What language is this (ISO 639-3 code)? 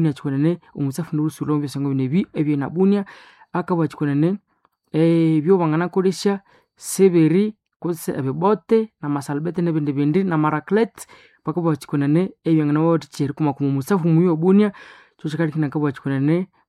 nnb